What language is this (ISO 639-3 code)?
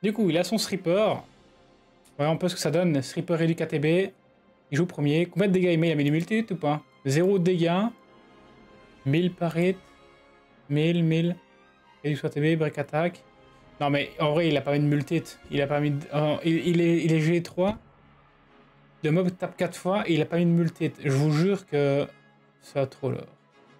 fra